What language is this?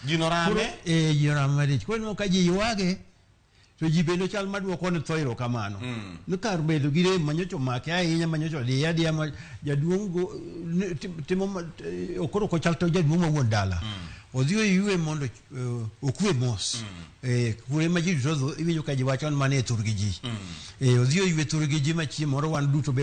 Luo (Kenya and Tanzania)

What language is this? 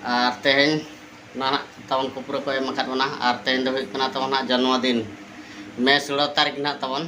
Santali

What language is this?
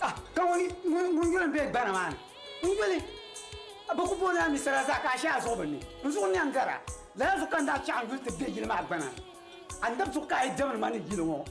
Dagbani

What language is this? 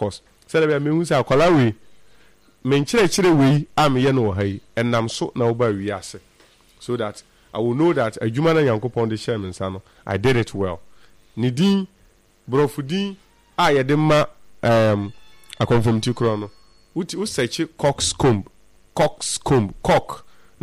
Akan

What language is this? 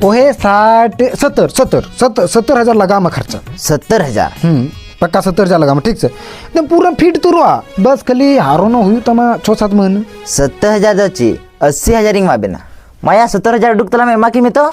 Santali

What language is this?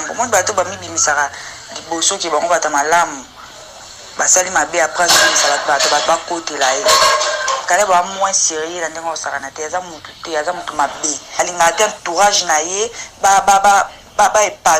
Lingala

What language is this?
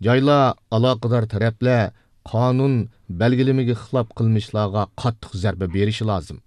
Uyghur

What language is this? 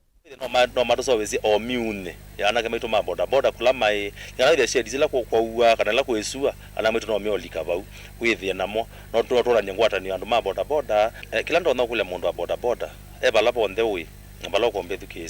Kamba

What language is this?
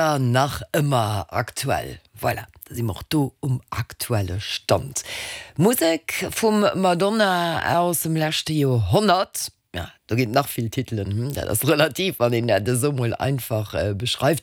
Luxembourgish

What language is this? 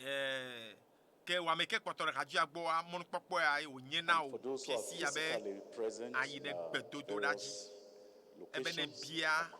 Ewe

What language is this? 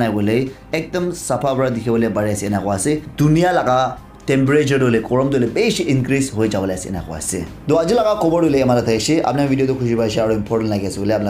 Naga Pidgin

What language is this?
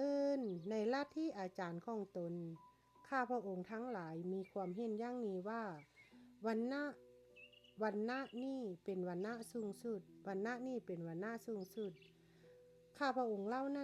Lao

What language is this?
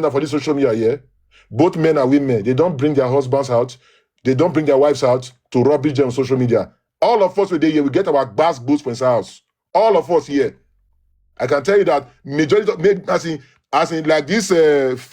Nigerian Pidgin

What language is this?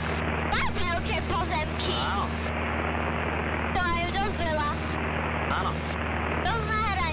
Slovak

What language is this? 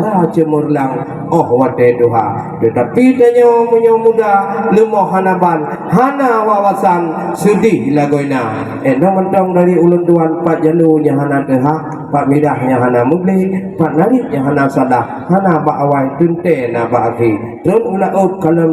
Achinese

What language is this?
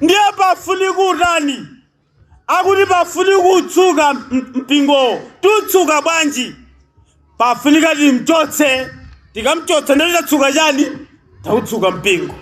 Nyanja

